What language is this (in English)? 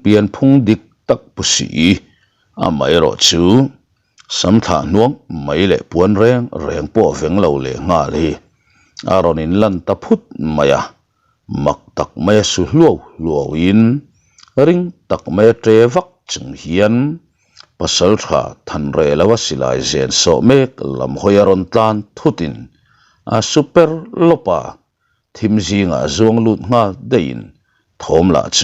Mizo